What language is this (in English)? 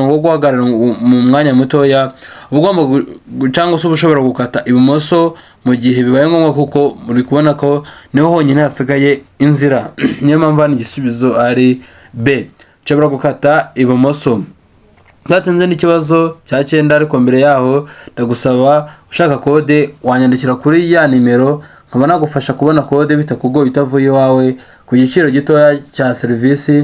Kinyarwanda